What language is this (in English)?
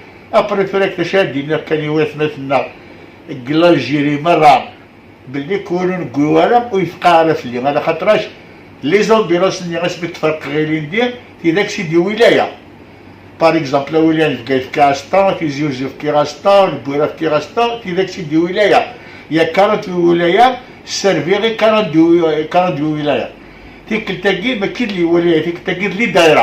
Kabyle